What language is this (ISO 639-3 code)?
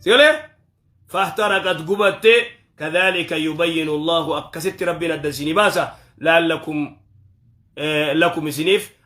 orm